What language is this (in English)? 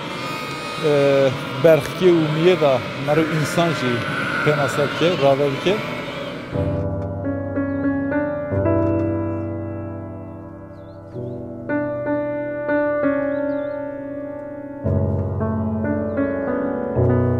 Kurdish